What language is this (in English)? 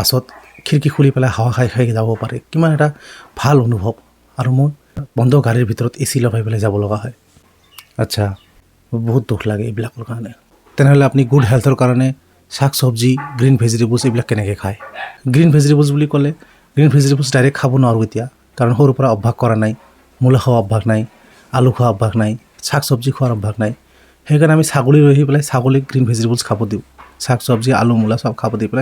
Assamese